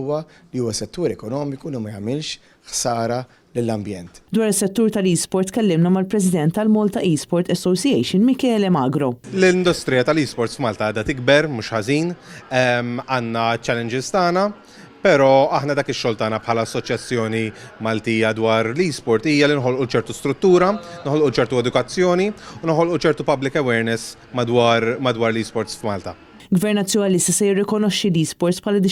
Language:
Maltese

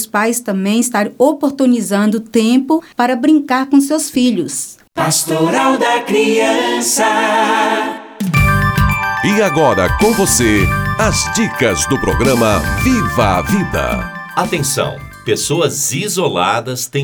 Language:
Portuguese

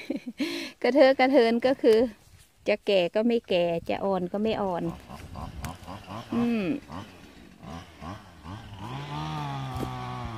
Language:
Thai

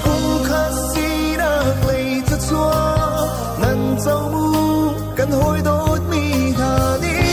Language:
Hakha Chin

